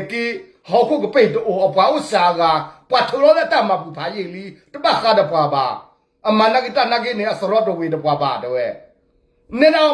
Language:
S'gaw Karen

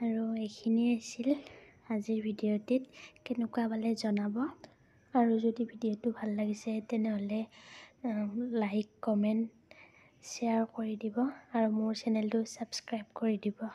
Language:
Assamese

